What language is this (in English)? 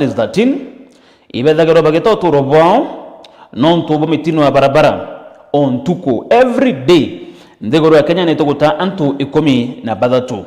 Meru